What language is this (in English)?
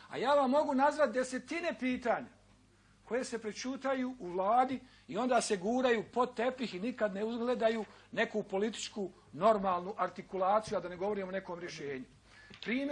Bosnian